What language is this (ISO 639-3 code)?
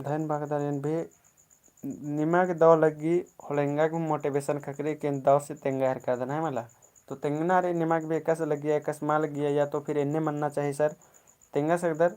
kru